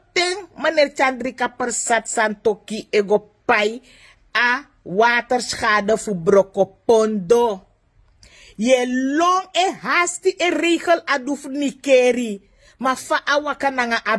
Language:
Sranan Tongo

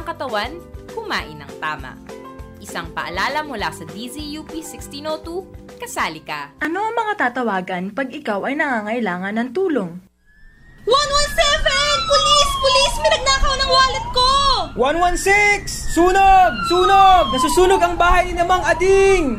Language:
Filipino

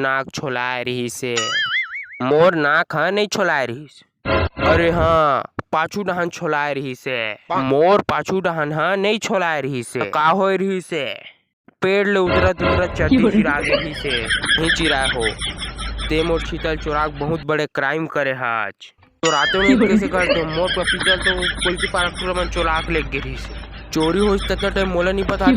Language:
Chhattisgarhi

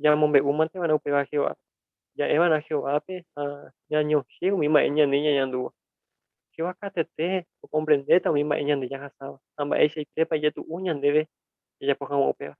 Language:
Guarani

